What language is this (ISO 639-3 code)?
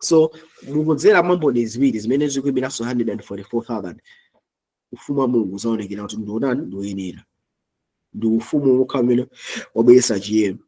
nya